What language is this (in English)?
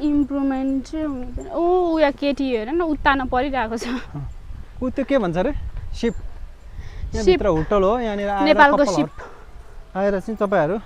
Nepali